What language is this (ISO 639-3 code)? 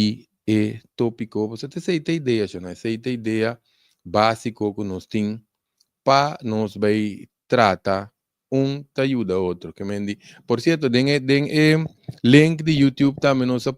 pap